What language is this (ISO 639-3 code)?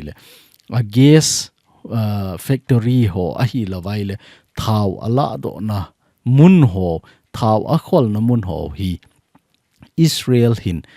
tcz